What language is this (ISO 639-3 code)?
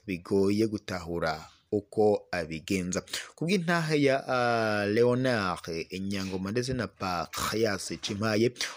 run